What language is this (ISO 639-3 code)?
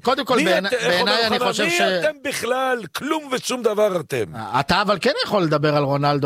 heb